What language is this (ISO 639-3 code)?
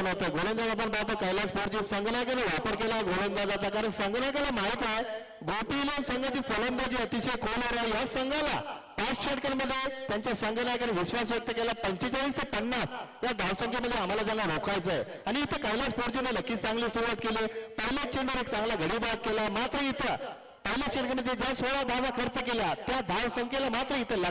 mar